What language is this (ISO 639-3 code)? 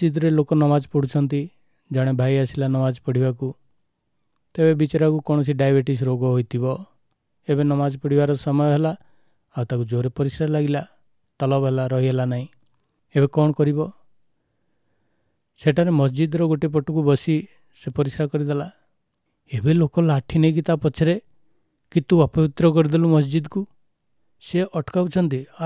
ori